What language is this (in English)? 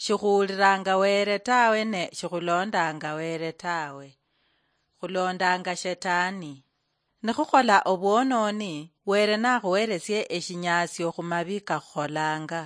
Luyia